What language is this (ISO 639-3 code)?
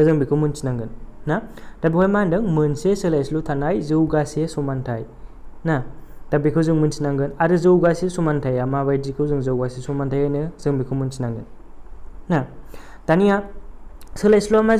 brx